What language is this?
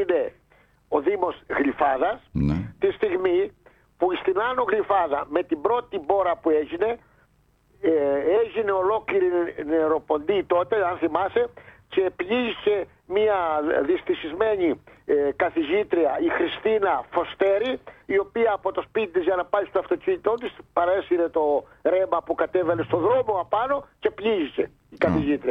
Greek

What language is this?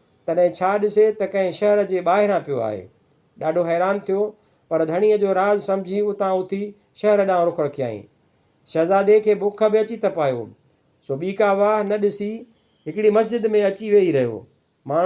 Sindhi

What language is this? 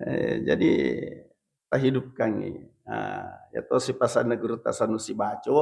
Buginese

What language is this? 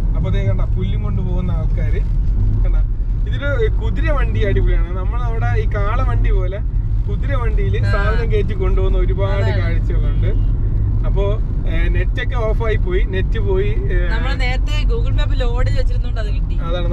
Malayalam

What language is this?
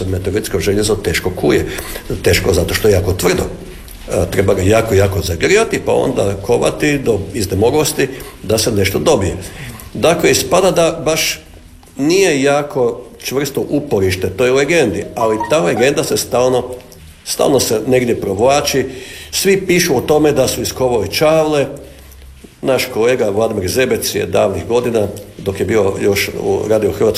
Croatian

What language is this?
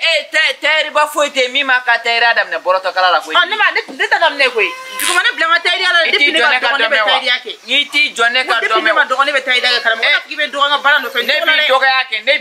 Bambara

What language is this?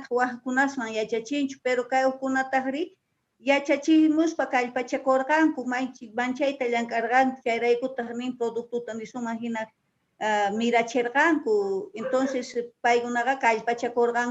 Quechua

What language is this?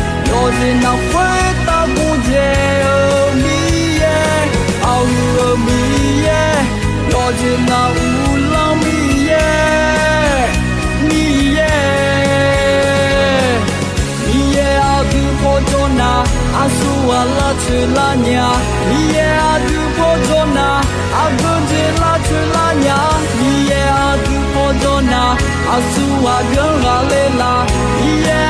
Akha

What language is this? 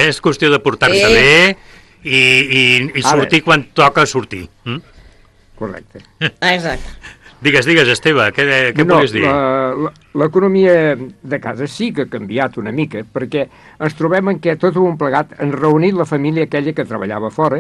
Catalan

